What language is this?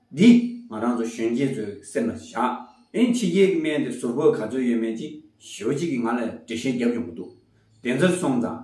Tibetan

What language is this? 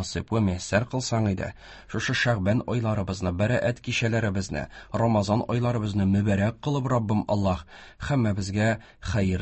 Tatar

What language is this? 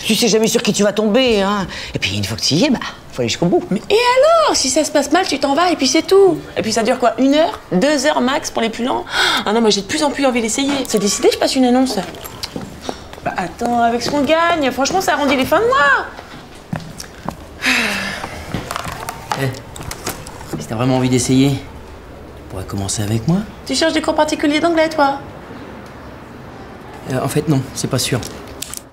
French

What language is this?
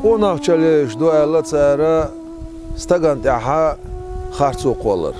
Chechen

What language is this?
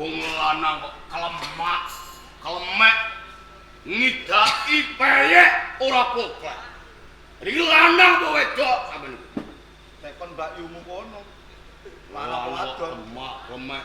Javanese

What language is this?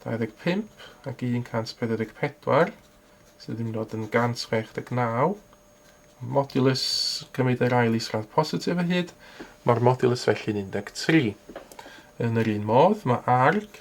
Welsh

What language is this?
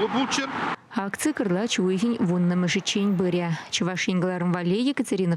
Chuvash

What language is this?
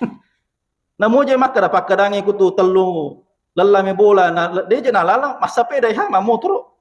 Buginese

